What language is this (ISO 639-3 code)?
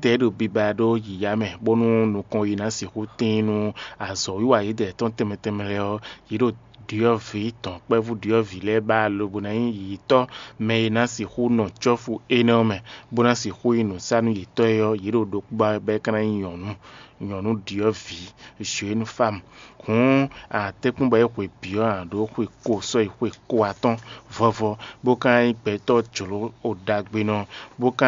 fon